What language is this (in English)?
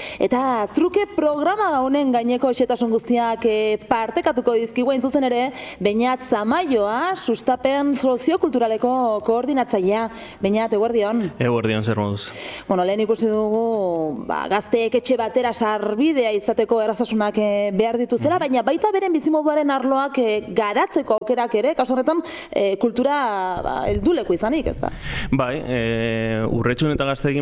Basque